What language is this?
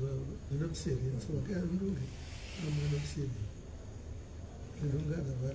Swahili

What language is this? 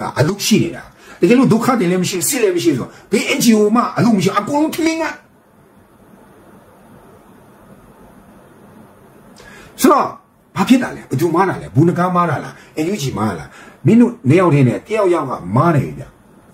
Burmese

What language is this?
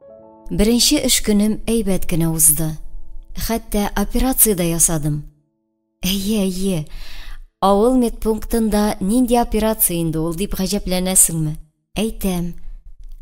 Tatar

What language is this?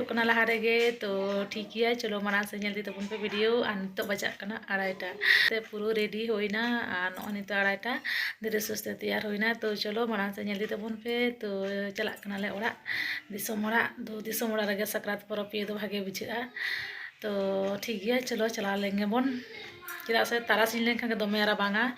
Santali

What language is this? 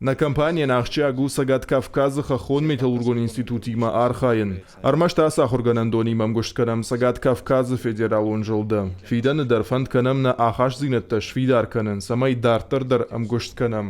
Ossetic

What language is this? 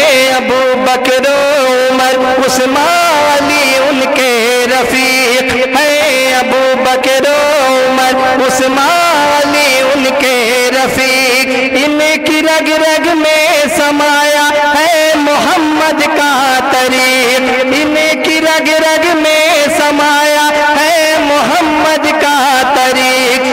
Urdu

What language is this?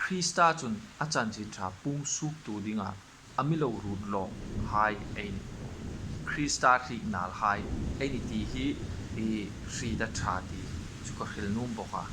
Hmar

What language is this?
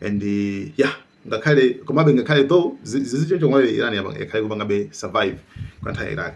Nyanja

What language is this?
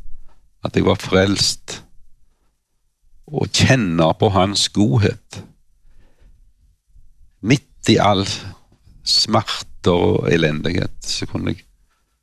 Norwegian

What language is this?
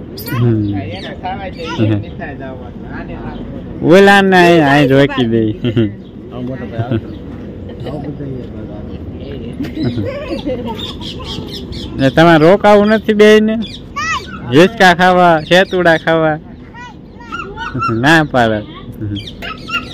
Gujarati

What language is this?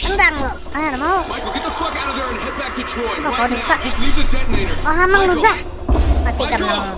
Banjar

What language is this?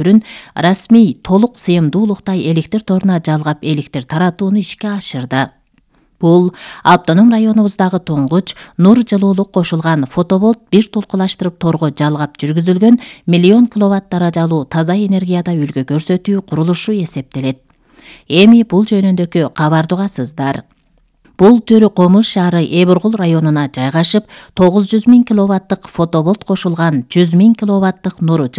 Kyrgyz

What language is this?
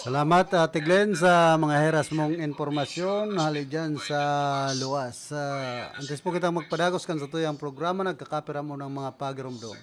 Bikol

